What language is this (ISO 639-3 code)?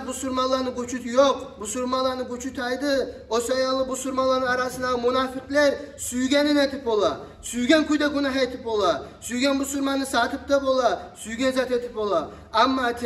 kum